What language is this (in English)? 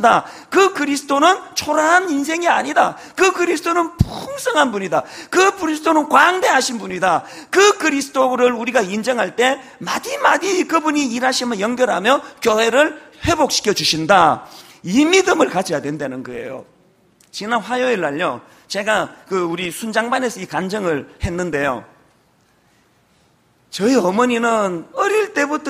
Korean